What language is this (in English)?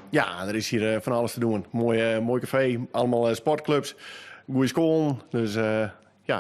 Western Frisian